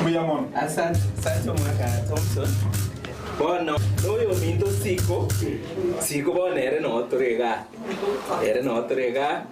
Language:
Gusii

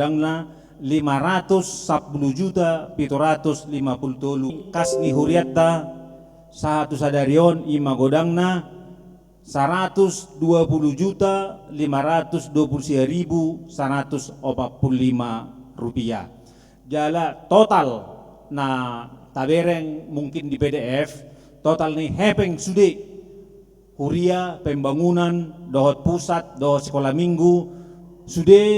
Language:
Batak Toba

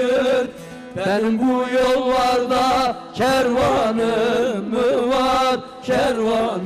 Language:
Turkish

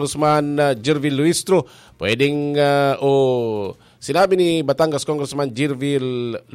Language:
Bikol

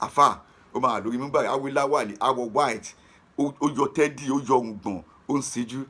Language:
Yoruba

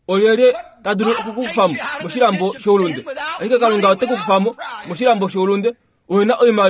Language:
Kuanyama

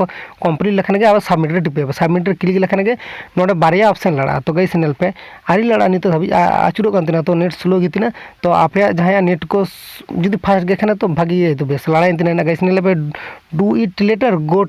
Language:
Santali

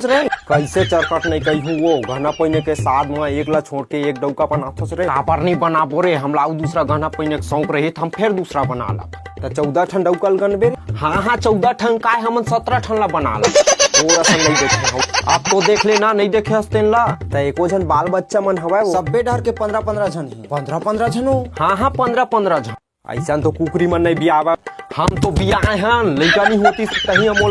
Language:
Chhattisgarhi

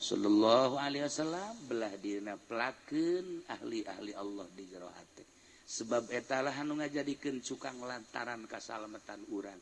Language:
Sundanese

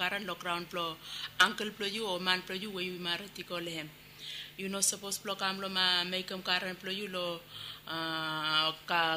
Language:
Bislama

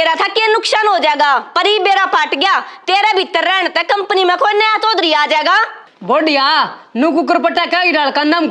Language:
Haryanvi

